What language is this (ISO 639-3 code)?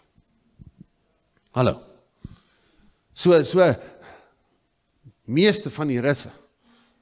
afr